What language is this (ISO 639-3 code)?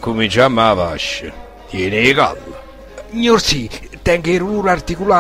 nap